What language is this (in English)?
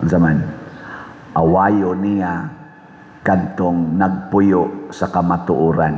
Cebuano